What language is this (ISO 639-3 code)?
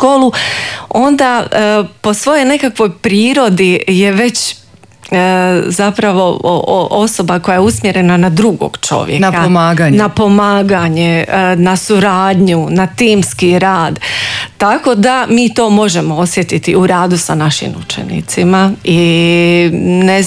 hrv